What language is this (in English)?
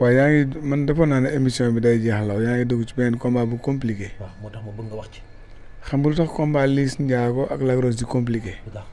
Wolof